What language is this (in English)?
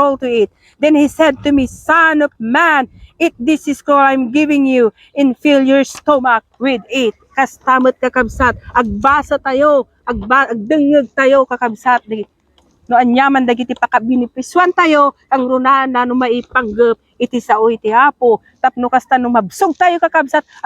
Iloko